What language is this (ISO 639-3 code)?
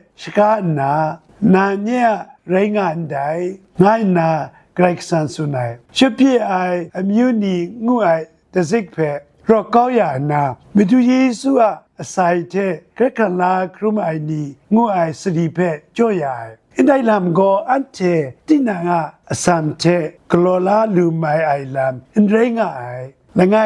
kac